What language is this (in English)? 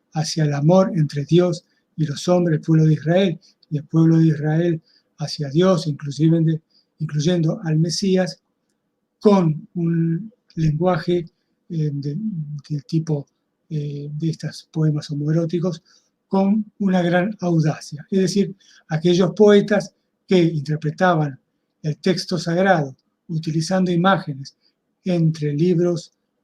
Ladino